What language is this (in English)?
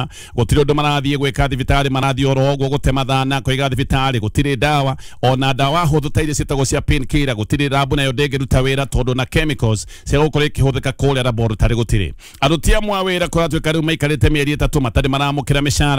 Kikuyu